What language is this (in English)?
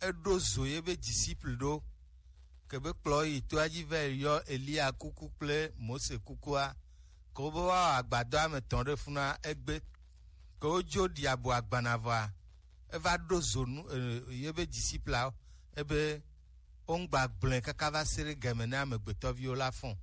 Gen